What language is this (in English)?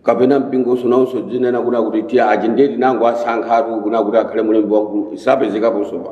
Nyanja